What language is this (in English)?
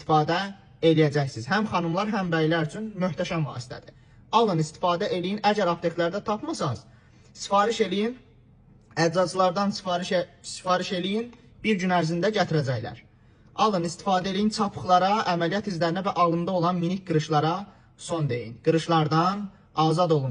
Azerbaijani